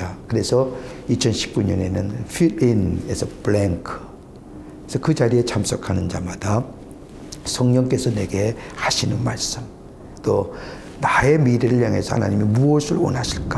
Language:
Korean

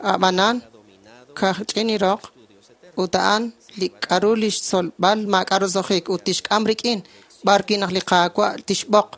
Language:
Kekchí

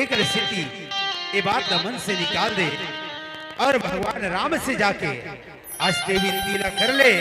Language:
Chhattisgarhi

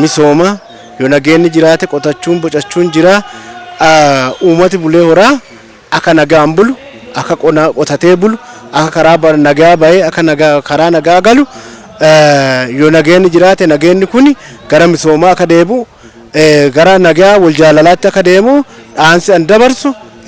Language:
Oromo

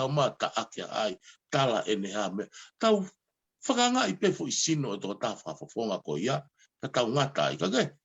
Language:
Tongan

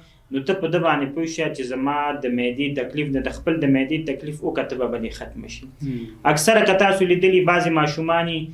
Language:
Pashto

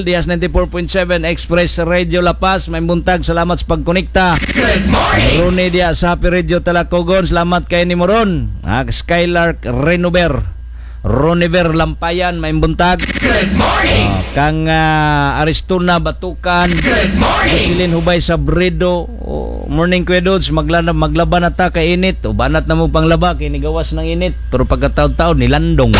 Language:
Cebuano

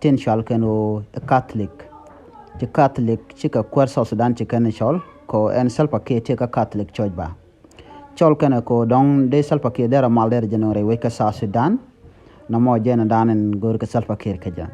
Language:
Nuer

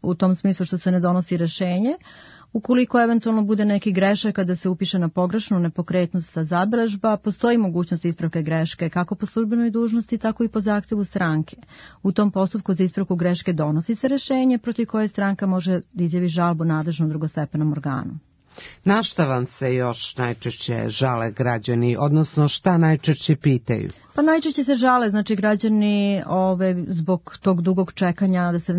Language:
Serbian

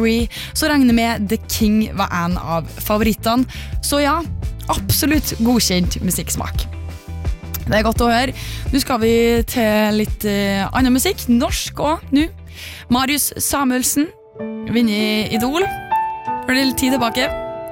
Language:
Norwegian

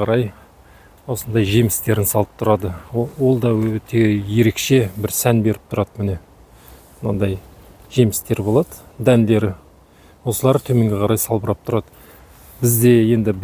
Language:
Kazakh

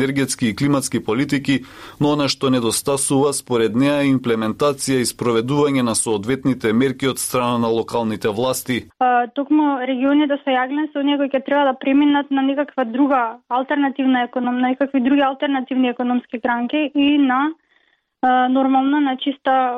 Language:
Macedonian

